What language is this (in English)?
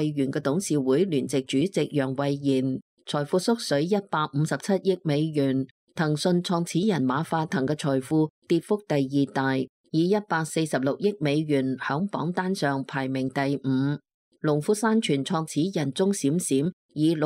Cantonese